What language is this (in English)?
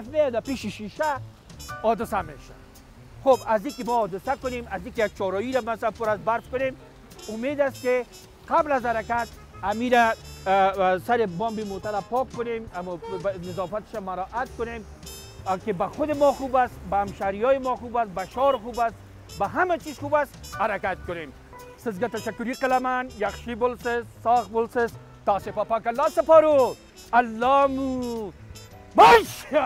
Persian